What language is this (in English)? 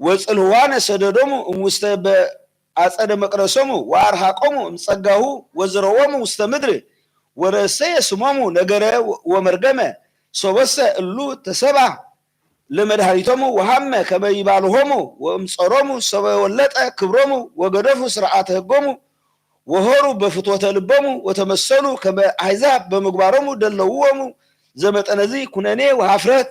Geez